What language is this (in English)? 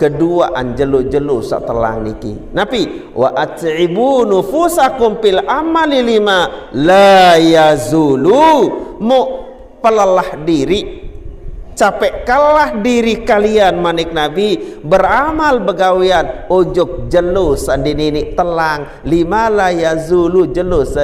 Sasak